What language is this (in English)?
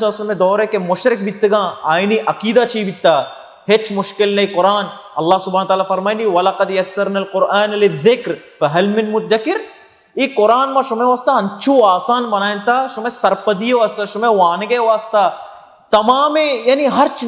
Baluchi